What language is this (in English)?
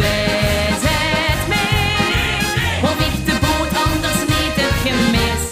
Limburgish